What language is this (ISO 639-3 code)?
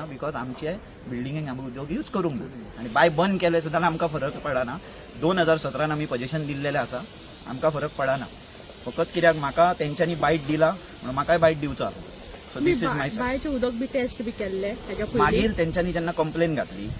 kok